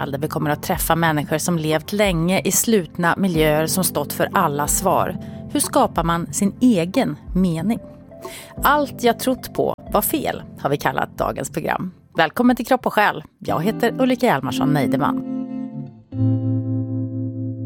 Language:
Swedish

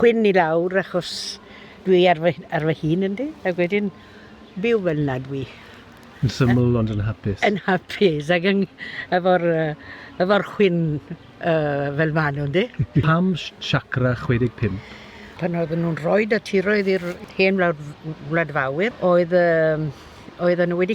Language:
Welsh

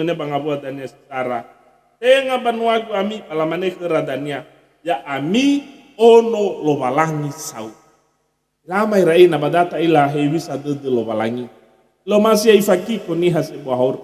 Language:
Nias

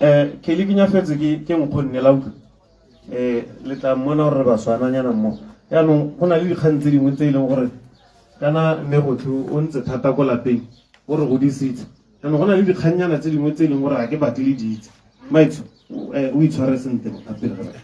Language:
Tswana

